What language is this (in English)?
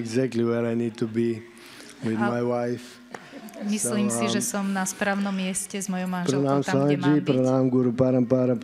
Slovak